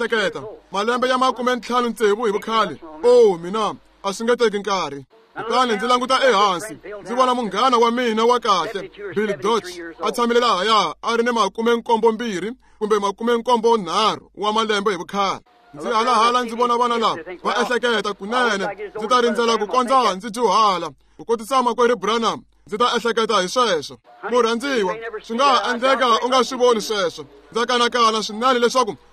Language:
Tsonga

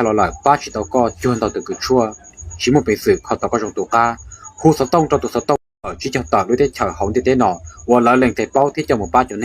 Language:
Hmong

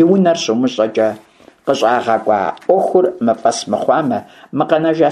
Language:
Kabardian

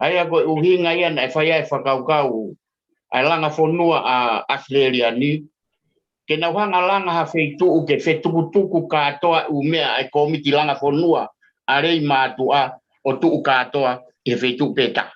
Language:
Tongan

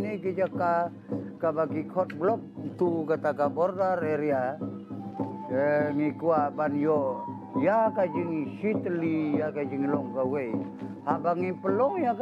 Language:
Khasi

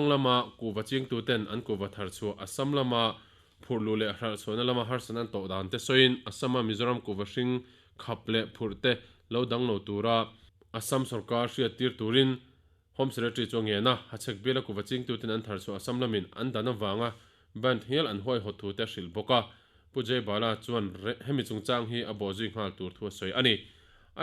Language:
Mizo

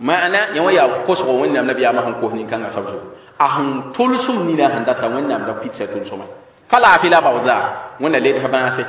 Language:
Mossi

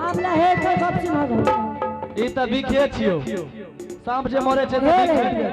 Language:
Angika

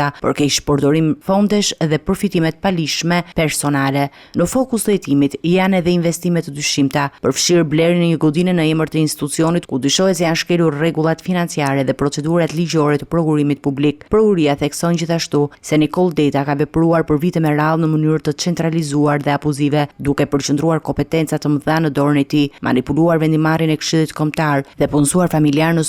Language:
Albanian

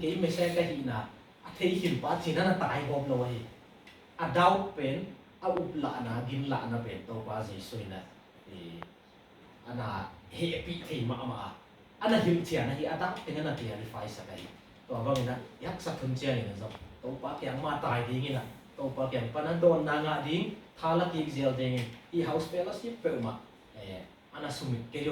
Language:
Tedim Chin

